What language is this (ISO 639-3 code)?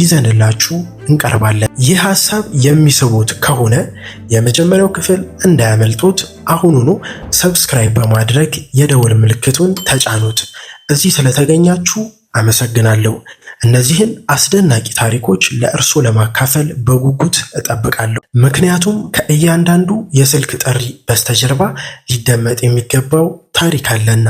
amh